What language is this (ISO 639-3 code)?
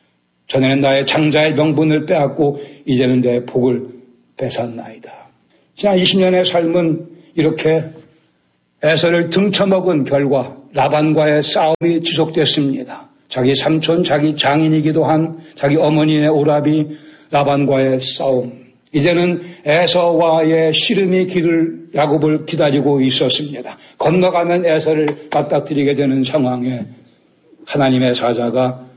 kor